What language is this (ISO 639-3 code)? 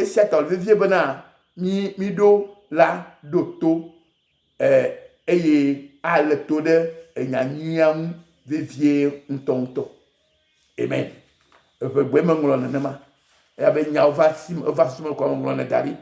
ewe